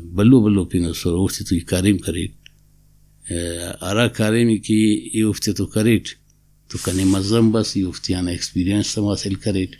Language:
Brahui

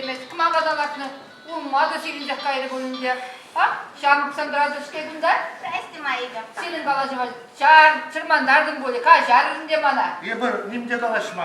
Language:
Chuvash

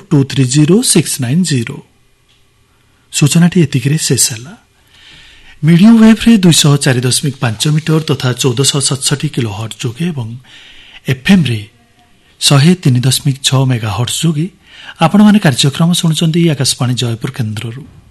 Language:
Odia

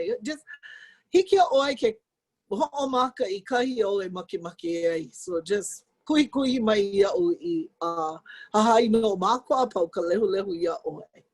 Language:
Hawaiian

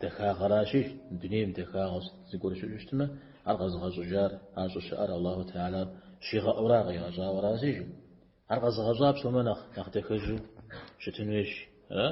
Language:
Kabardian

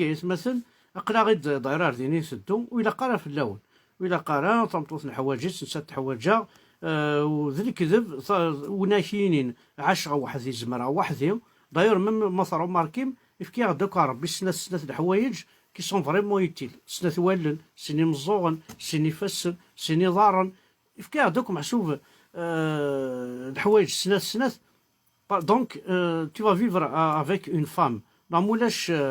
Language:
Kabyle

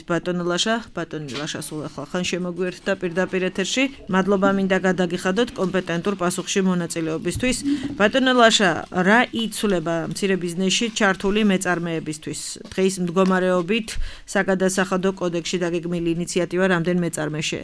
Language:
Georgian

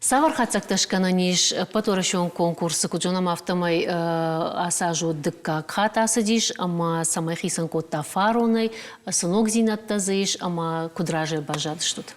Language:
Ossetic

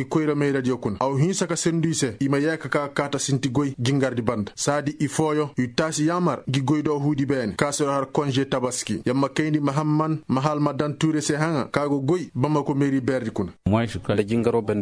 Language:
Koyraboro Senni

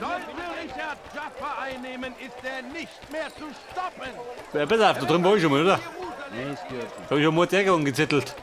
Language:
Bavarian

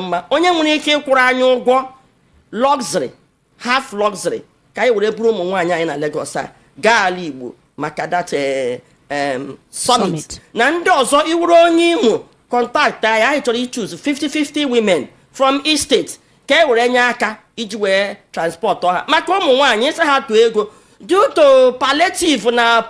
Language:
Igbo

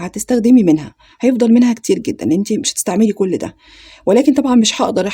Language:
Egyptian Arabic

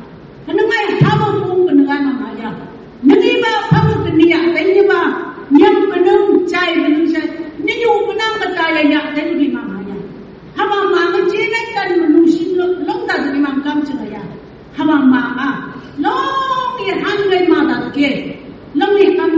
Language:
Phom Naga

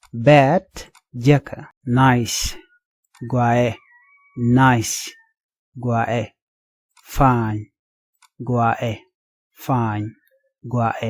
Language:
Nuer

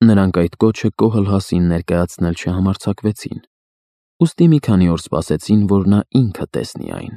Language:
Armenian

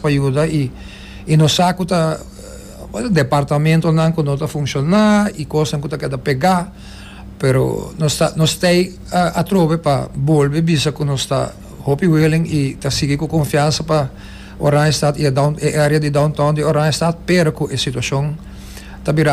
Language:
Papiamento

